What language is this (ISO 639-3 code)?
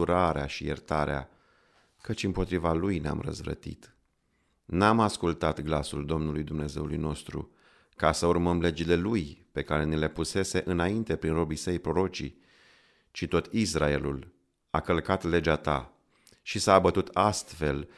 ron